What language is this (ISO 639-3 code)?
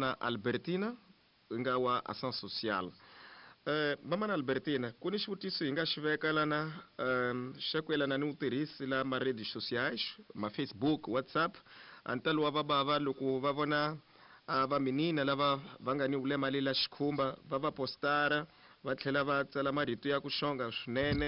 tso